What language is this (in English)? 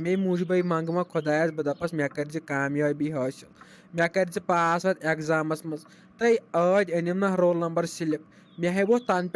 Kashmiri